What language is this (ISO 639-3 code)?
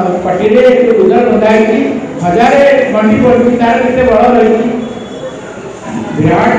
ori